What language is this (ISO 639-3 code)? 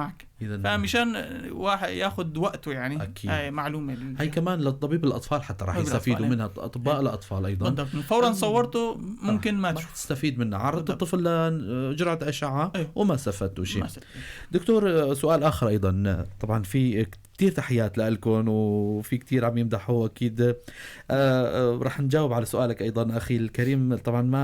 apc